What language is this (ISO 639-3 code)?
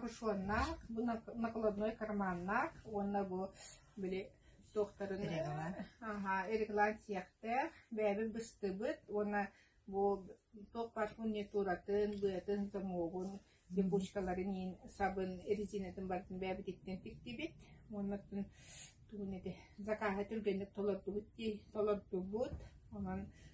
sah